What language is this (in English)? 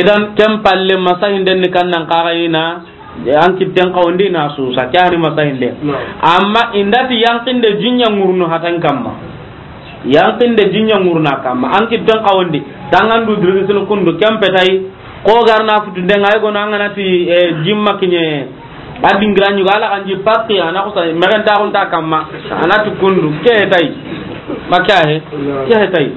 Soninke